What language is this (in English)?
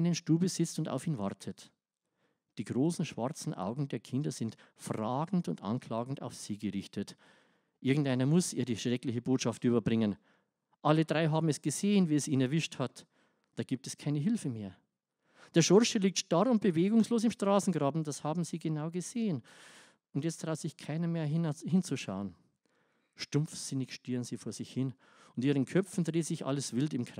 Bavarian